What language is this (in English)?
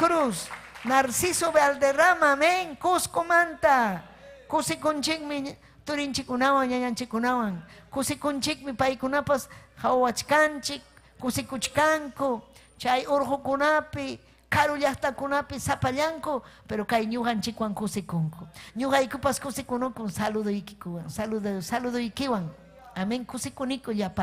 Ayacucho Quechua